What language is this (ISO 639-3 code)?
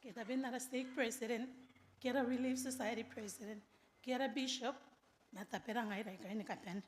gil